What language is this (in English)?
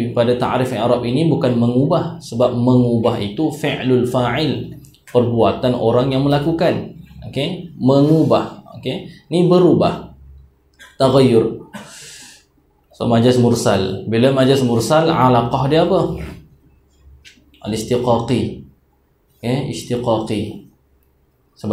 Malay